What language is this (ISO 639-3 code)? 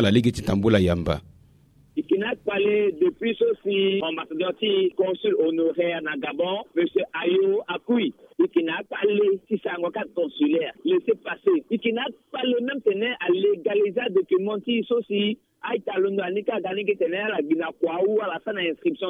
sag